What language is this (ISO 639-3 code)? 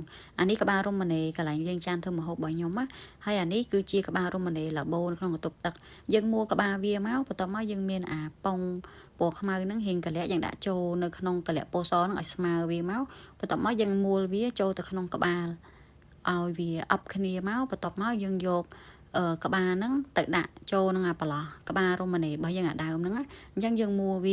khm